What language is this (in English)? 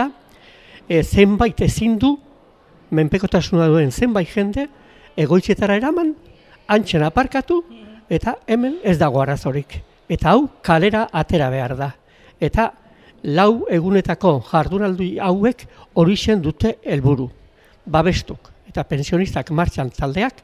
Basque